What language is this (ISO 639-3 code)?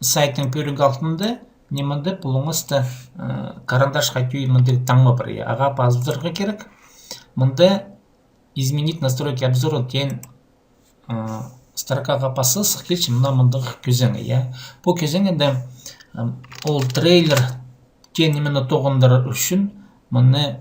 kjh